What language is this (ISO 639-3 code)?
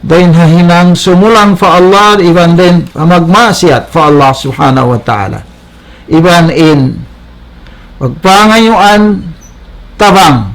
tsg